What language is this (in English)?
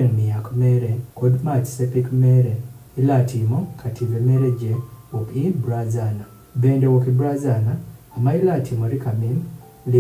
Adhola